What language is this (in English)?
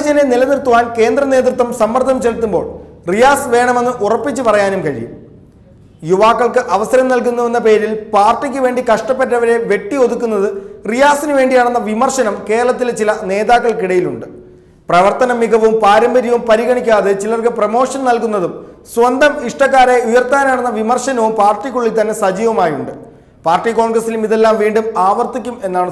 Malayalam